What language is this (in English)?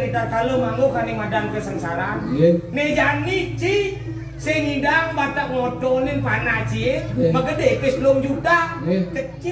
Balinese